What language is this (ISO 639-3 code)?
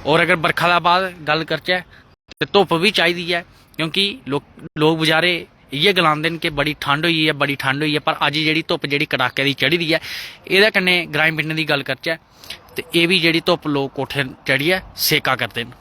doi